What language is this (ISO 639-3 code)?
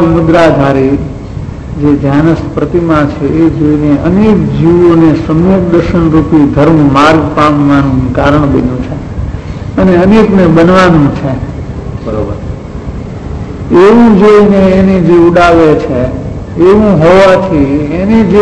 guj